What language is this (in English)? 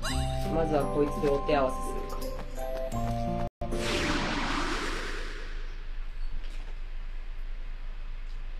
Japanese